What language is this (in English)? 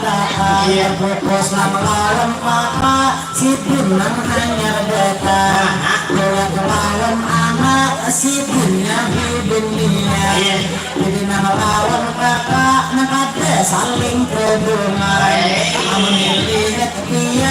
Banjar